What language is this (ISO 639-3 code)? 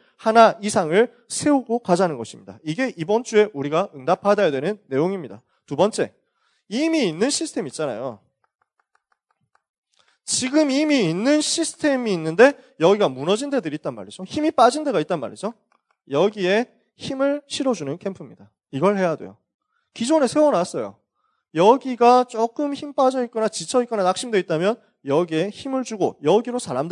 kor